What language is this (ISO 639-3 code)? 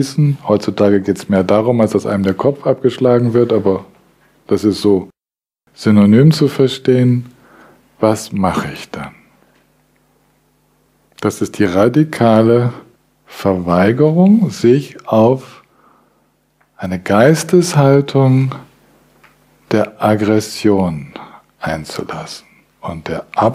deu